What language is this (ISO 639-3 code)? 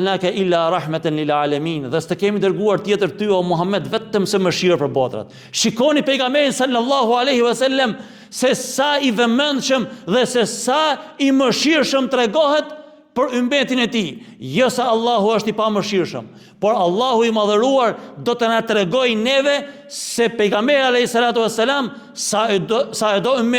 sqi